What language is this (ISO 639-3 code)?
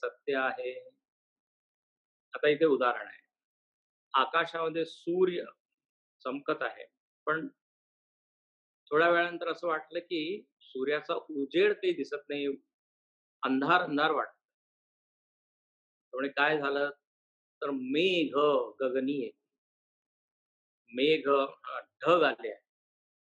mar